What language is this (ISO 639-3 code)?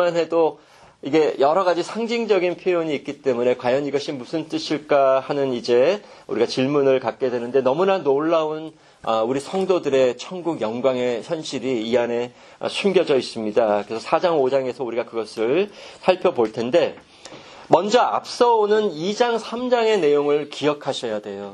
kor